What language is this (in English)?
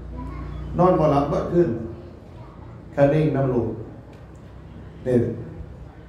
Northeastern Thai